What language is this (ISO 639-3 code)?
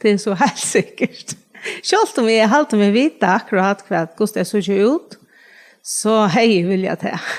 fao